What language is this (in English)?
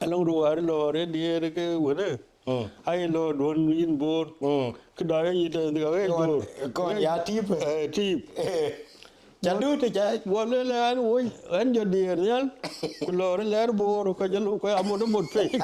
Dinka